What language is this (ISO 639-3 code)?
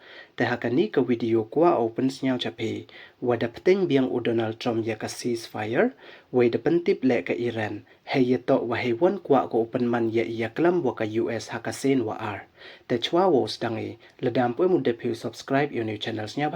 pbv